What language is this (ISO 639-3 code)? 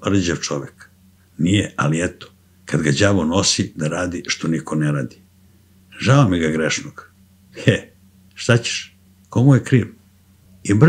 srp